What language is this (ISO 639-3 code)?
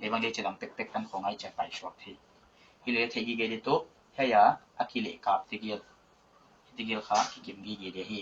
pck